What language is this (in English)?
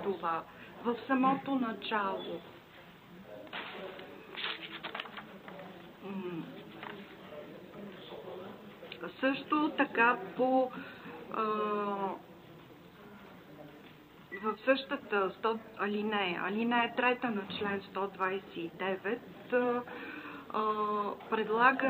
Bulgarian